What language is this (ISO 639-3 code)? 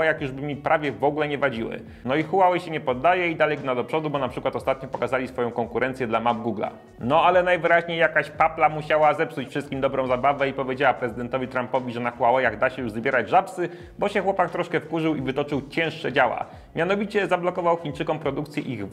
pol